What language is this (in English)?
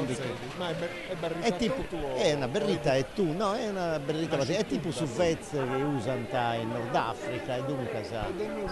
Sardinian